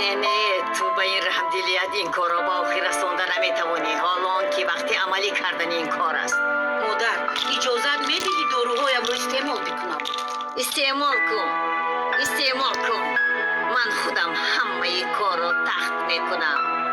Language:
Tajik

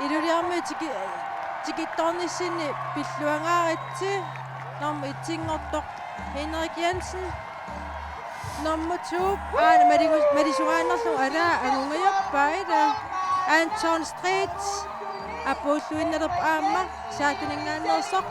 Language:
Kalaallisut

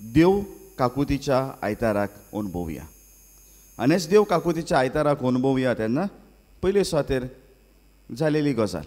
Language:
Konkani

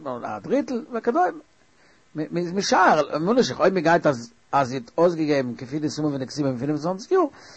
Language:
Yiddish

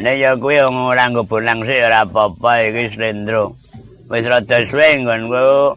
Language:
Javanese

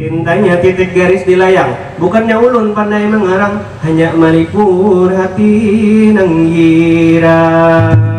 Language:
Banjar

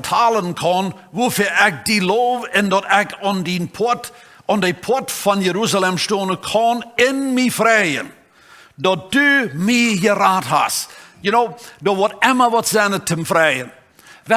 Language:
Plautdietsch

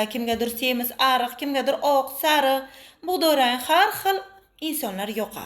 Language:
Uzbek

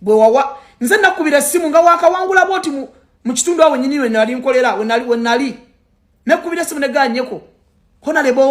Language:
Ganda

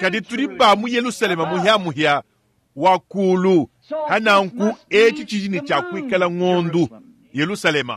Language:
Luba-Lulua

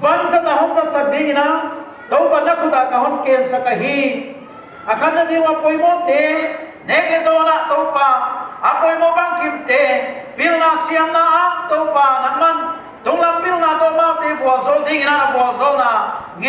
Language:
Paite Chin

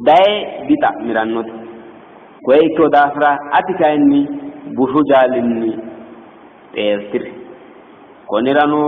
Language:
Sidamo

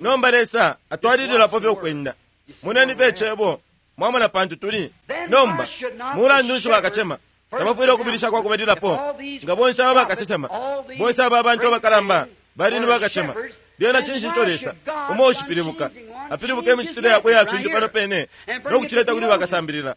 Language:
Bemba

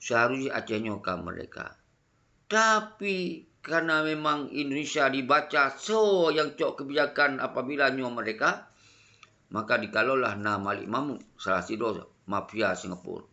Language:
Achinese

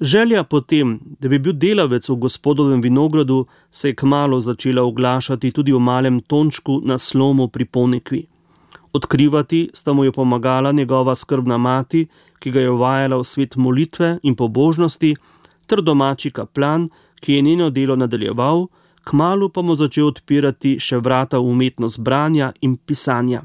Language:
Slovenian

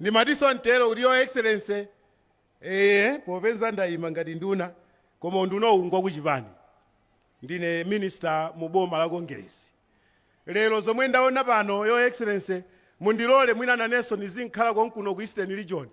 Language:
Nyanja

